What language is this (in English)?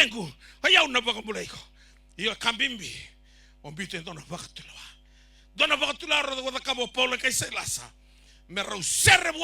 Fijian